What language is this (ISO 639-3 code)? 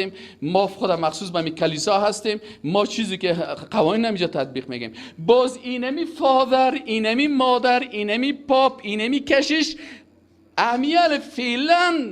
fas